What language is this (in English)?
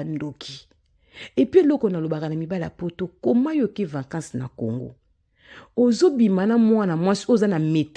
Lingala